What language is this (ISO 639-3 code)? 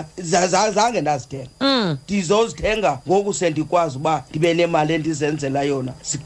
xho